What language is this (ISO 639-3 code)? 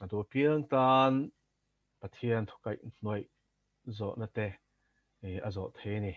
lus